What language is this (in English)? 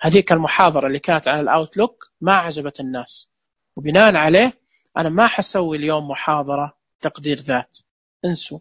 Najdi Arabic